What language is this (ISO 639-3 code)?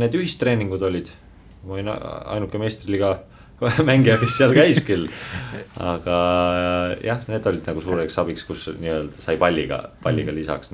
est